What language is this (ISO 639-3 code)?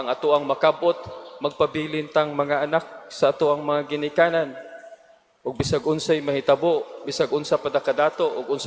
ceb